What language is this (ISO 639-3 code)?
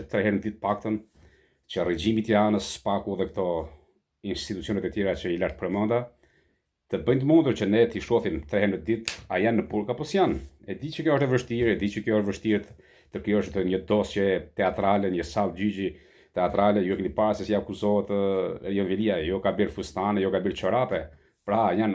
sqi